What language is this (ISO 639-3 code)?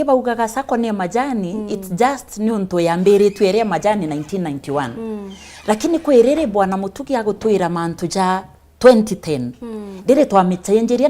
mer